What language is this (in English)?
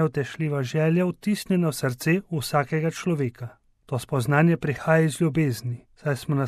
Slovenian